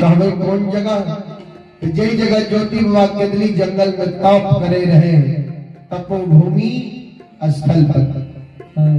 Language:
Maithili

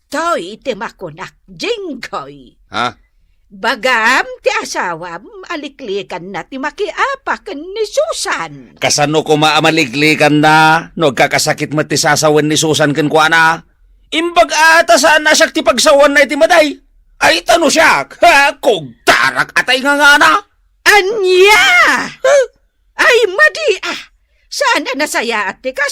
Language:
Iloko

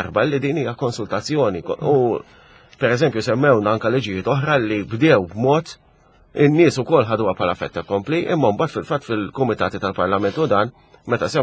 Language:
Maltese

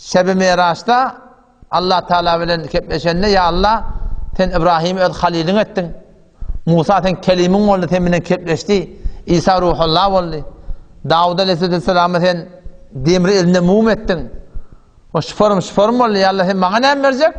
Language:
Turkmen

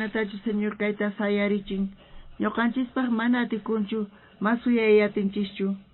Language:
South Bolivian Quechua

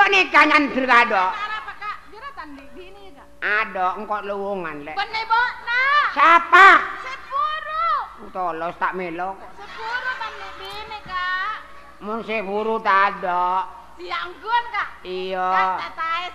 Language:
Madurese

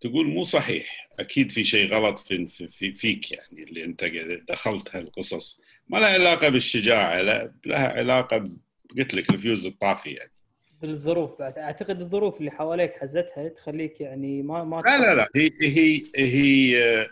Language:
Gulf Arabic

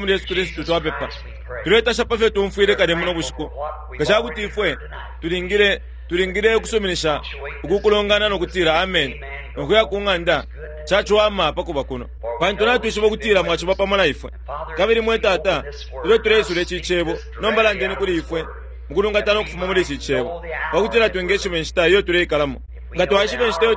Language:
Bemba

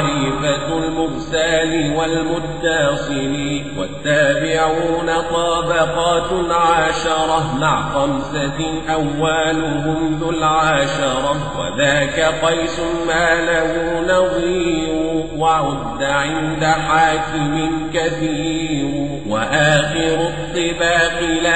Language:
Arabic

